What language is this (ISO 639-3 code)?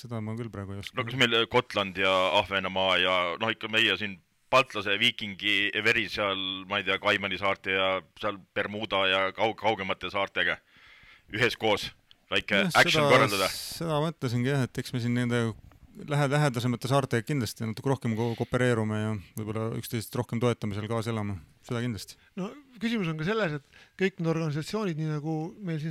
est